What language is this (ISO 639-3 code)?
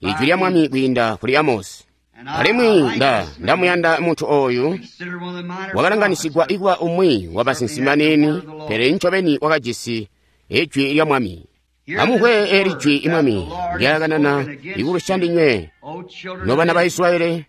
toi